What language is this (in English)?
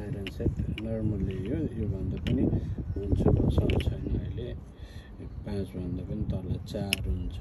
Nepali